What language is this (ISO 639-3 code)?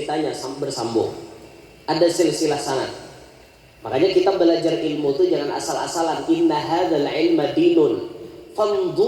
bjn